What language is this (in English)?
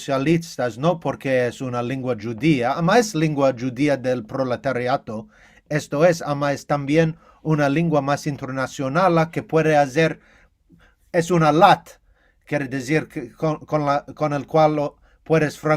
Ladino